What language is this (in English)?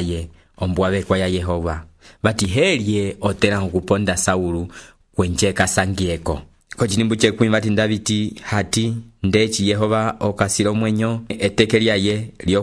Umbundu